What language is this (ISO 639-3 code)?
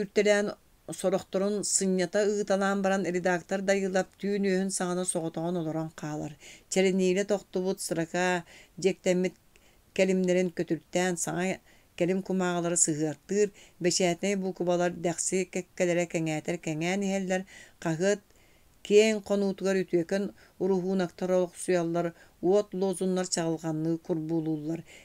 sah